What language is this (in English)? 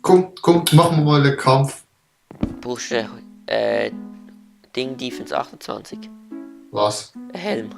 Swiss German